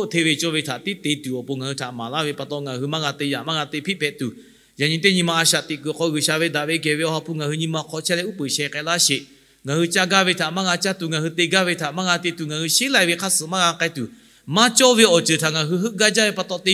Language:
Lahu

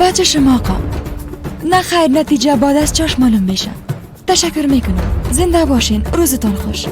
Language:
Persian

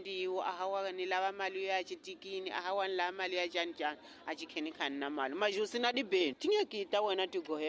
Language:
Tsonga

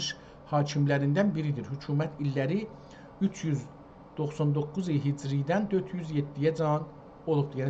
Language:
South Azerbaijani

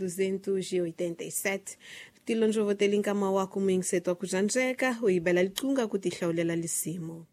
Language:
Tsonga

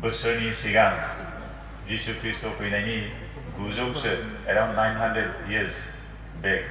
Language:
Bodo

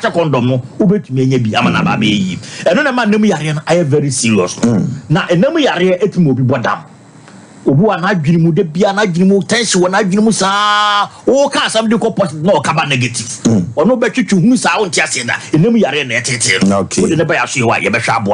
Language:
Akan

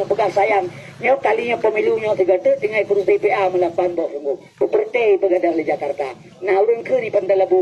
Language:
Achinese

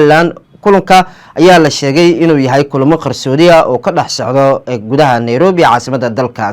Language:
Somali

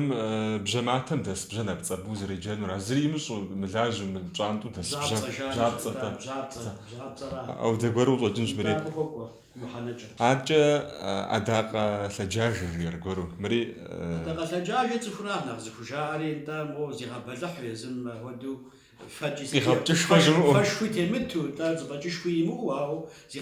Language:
Kabardian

